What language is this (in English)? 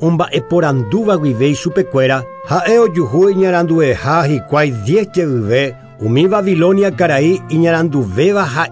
Guarani